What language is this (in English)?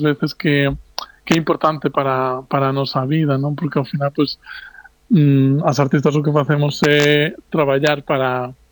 Galician